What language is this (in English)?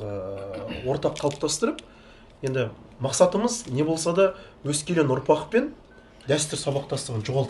Kazakh